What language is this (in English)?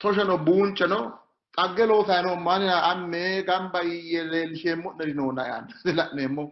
Sidamo